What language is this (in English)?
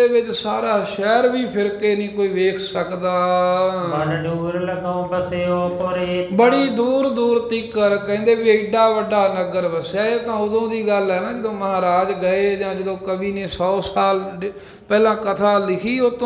Punjabi